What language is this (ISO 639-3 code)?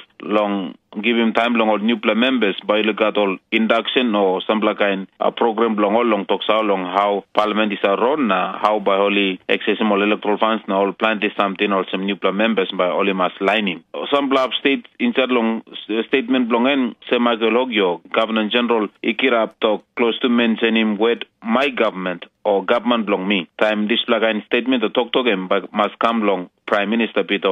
tpi